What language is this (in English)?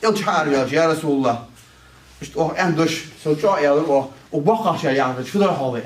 Ingush